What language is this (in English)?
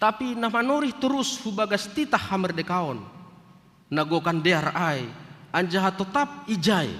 Batak Simalungun